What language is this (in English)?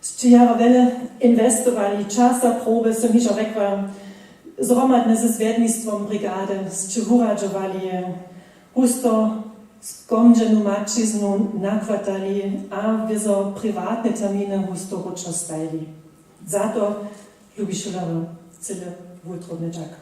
Upper Sorbian